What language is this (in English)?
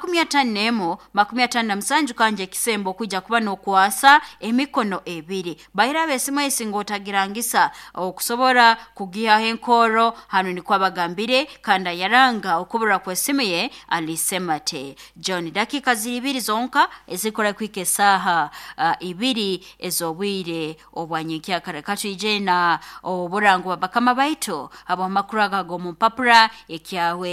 Nyoro